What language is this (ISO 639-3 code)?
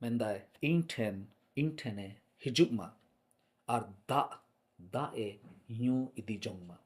sat